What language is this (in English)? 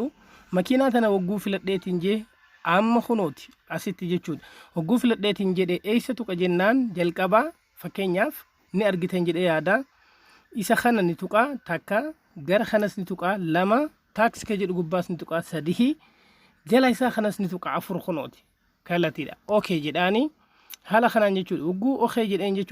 Oromo